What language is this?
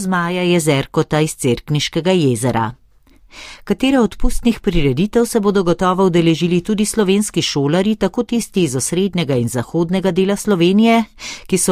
Slovenian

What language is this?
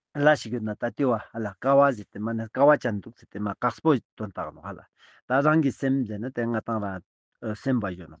Ladakhi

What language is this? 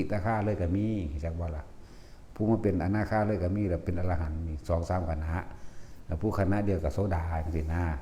Northeastern Thai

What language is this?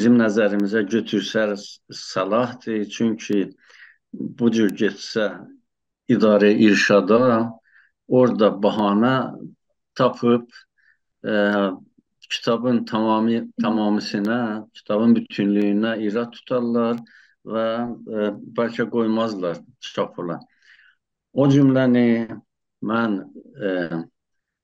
South Azerbaijani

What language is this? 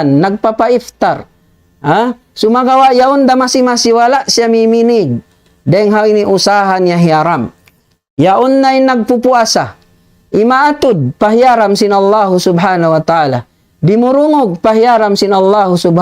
Tausug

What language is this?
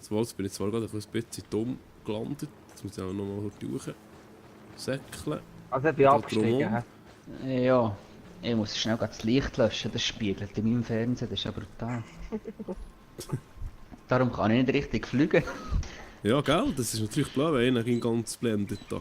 Swiss German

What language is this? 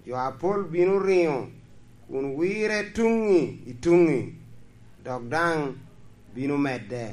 Lango (Uganda)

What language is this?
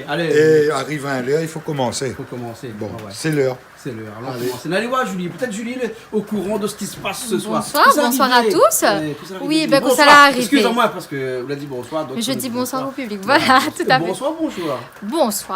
Réunion Creole French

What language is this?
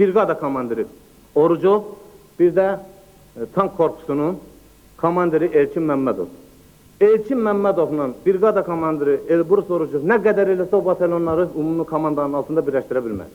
Azerbaijani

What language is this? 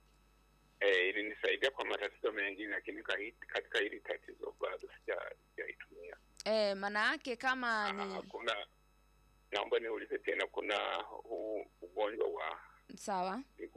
Swahili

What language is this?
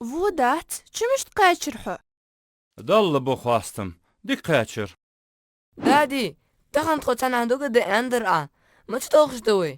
Ingush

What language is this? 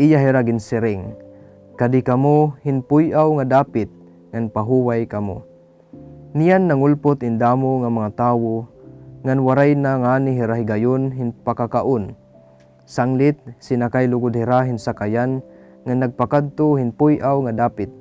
Waray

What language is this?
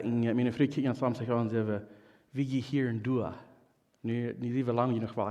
Plautdietsch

